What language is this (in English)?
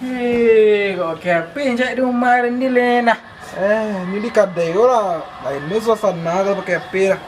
Minangkabau